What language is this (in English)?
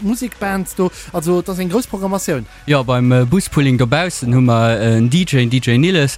Luxembourgish